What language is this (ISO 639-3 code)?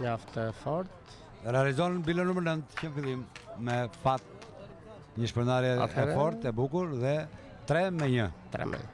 sqi